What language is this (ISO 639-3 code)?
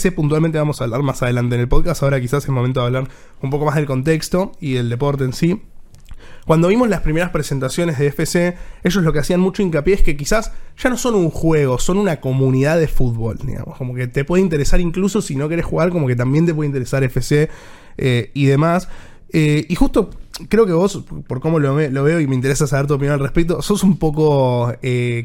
spa